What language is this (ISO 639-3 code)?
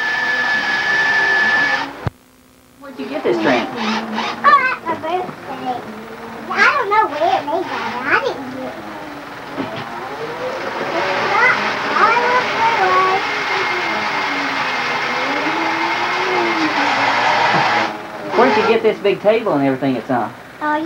eng